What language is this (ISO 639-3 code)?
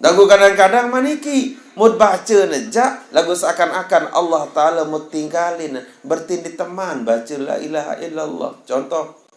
sas